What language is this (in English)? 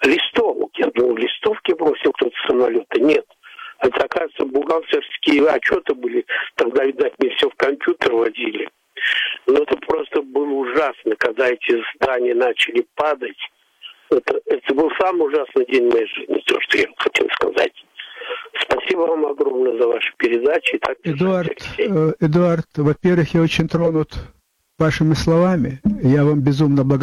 Russian